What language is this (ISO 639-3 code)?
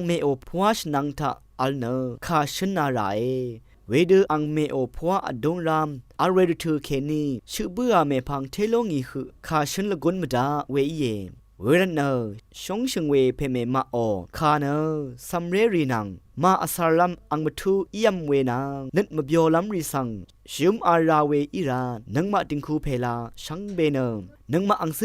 raw